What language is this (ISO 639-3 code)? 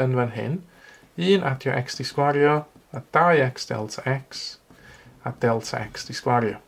cym